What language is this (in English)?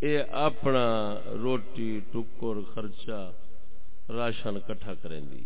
Saraiki